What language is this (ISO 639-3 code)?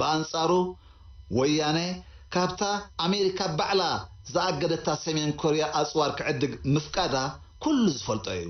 tir